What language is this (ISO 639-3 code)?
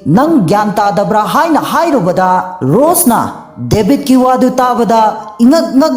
mni